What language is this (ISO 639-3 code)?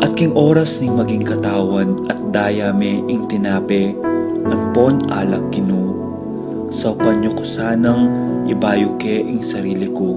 pam